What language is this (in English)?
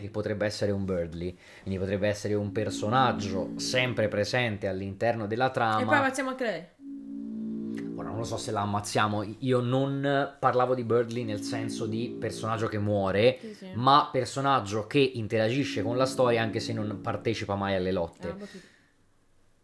Italian